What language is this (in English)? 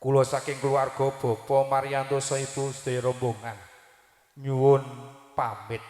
Javanese